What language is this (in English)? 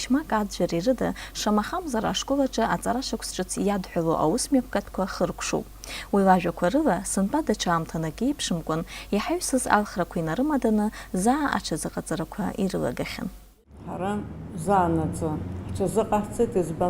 Abkhazian